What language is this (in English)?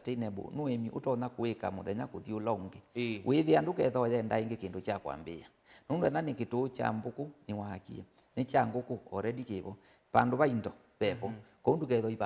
Kamba